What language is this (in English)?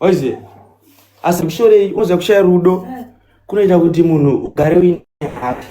Shona